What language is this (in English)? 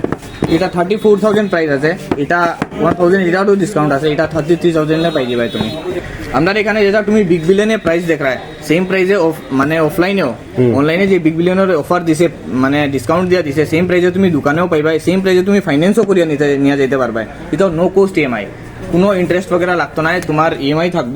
Sylheti